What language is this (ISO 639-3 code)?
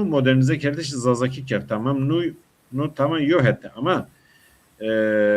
zza